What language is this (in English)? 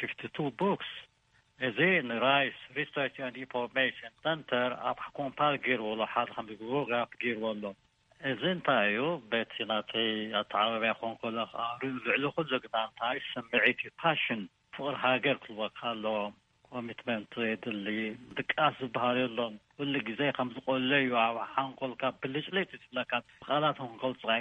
Tigrinya